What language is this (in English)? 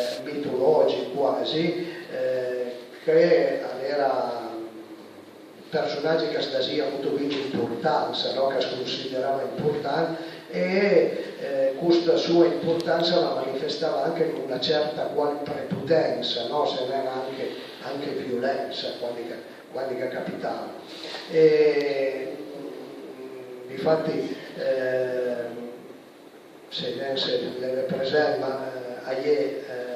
Piedmontese